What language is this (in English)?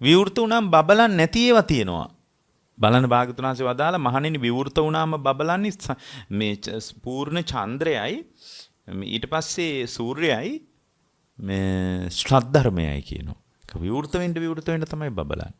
Sinhala